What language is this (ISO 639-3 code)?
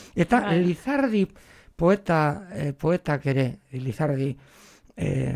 eus